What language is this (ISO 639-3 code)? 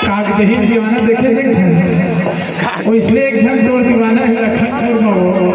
hne